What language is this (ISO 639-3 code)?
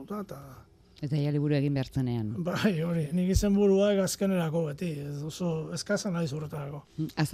eus